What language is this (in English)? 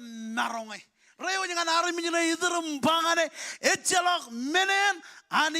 Marshallese